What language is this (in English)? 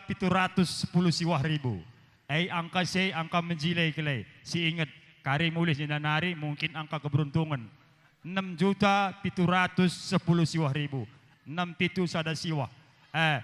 Batak Karo